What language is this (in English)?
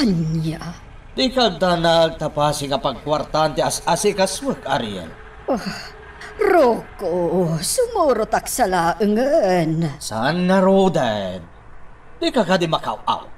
Iloko